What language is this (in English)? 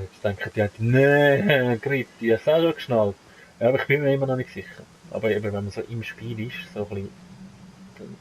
Swiss German